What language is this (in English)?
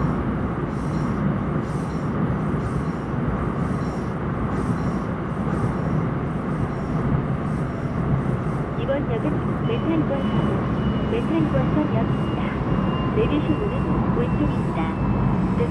Korean